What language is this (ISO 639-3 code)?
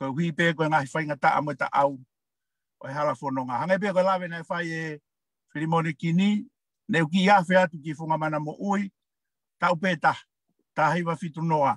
ton